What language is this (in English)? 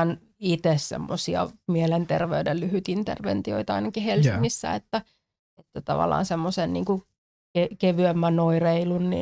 Finnish